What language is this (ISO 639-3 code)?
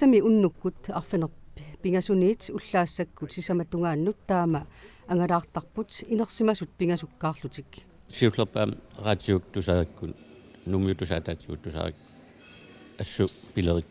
kal